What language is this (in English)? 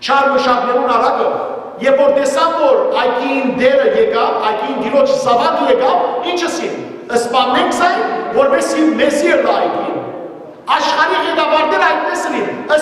Western Armenian